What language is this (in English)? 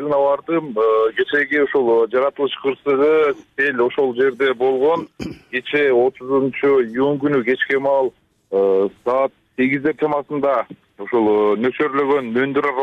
Kyrgyz